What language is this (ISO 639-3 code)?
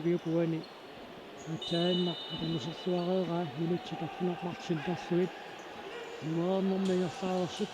kal